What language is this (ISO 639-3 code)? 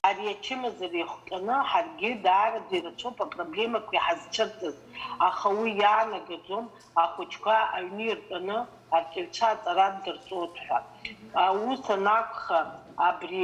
abk